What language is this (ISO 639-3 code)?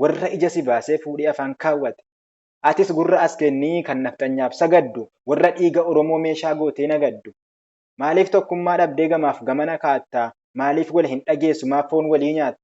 orm